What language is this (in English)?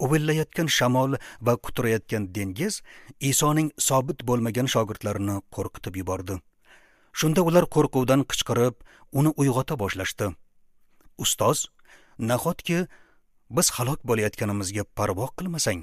Uzbek